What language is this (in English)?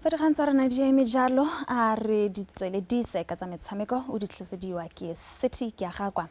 Tswana